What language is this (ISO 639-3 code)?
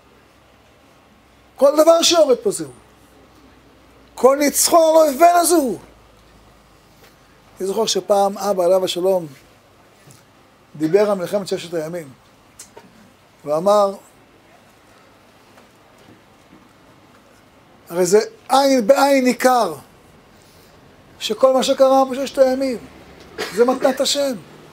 heb